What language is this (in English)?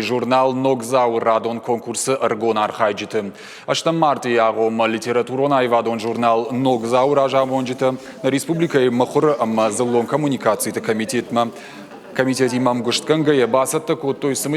Ossetic